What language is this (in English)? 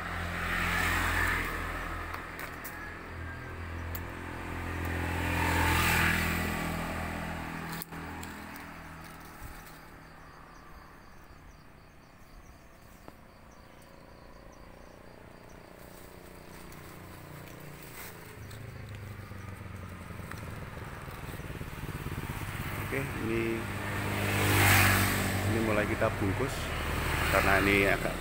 Indonesian